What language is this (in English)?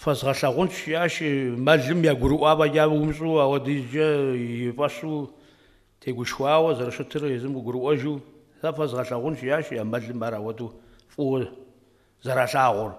Kabardian